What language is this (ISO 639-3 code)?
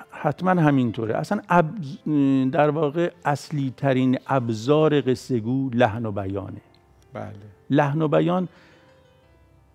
fas